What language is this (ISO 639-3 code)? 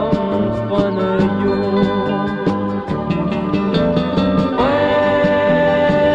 dan